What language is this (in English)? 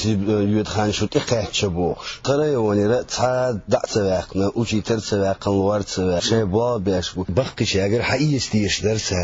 Chechen